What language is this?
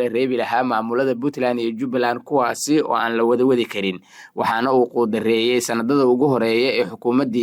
Somali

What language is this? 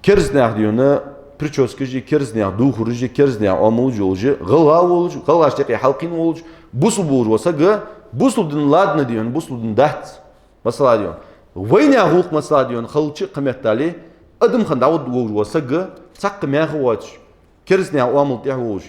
Ingush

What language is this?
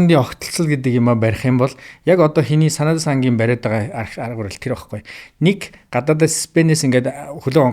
Mongolian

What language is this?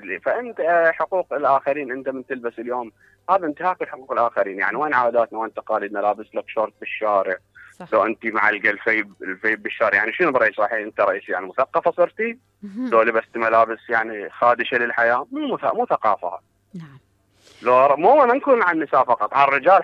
Mesopotamian Arabic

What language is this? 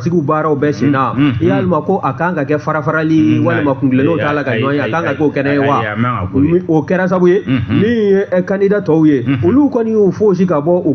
Bambara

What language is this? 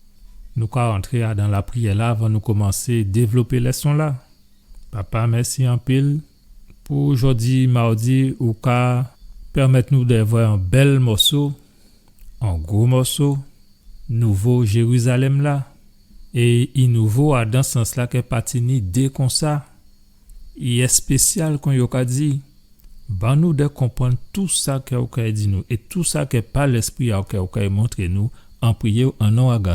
Guadeloupean Creole French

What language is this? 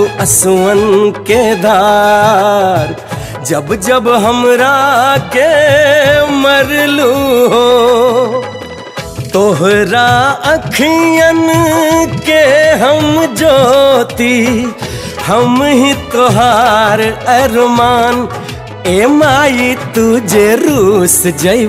Bhojpuri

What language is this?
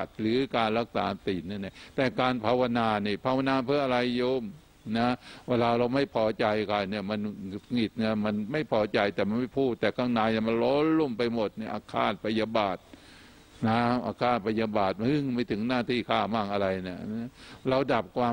Thai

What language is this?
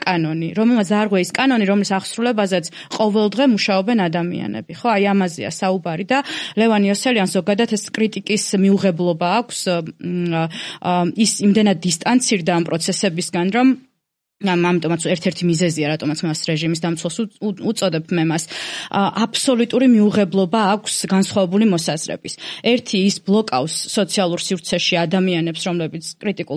Georgian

